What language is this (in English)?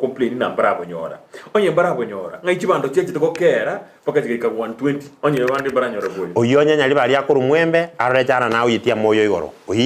Gusii